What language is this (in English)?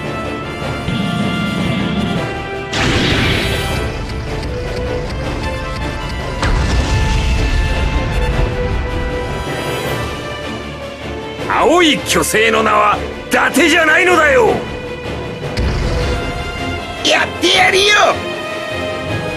Japanese